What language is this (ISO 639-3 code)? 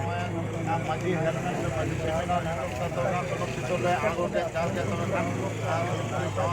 sat